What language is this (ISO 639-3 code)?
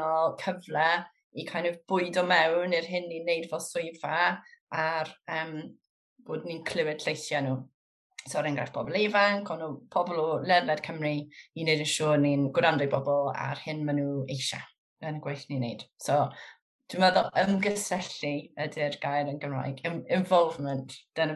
cym